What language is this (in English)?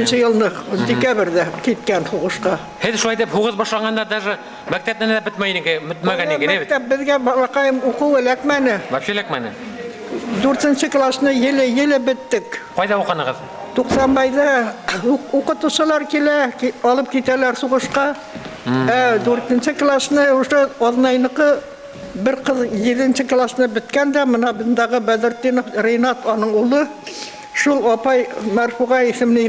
Bashkir